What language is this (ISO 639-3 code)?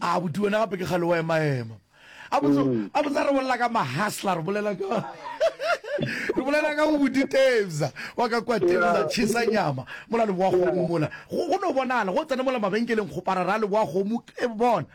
nso